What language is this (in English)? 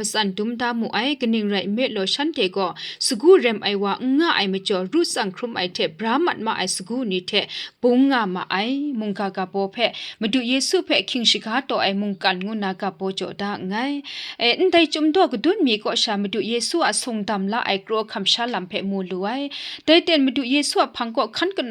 Kachin